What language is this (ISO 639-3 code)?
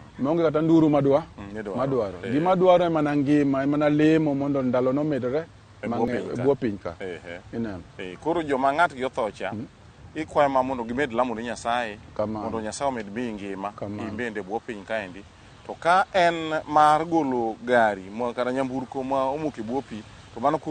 luo